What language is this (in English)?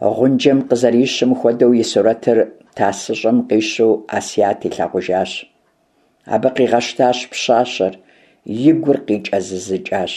Kabardian